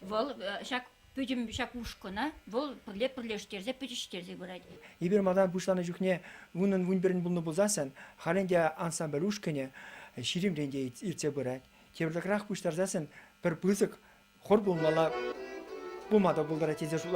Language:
Chuvash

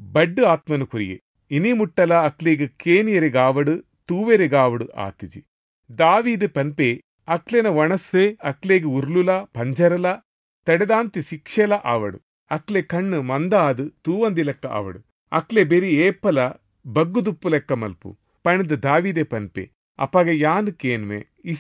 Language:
Tulu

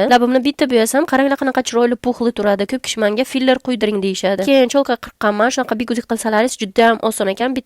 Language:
Uzbek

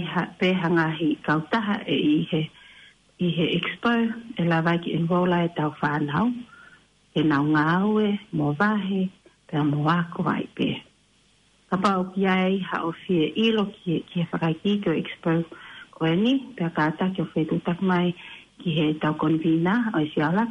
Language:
Tongan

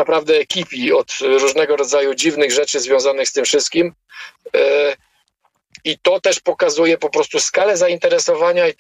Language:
Polish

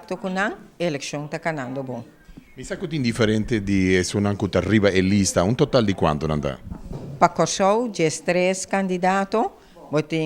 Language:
Papiamento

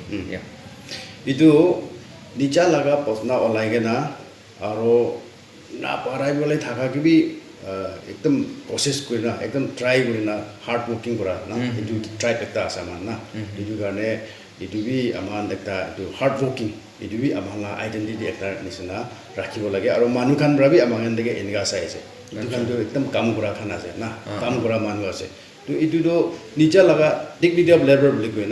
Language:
Naga Pidgin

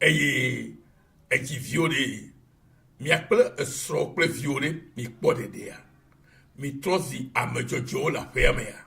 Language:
Ewe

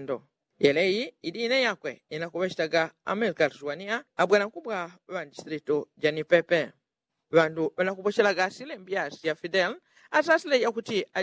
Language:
Yao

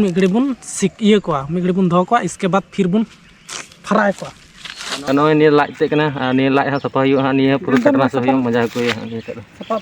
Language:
Santali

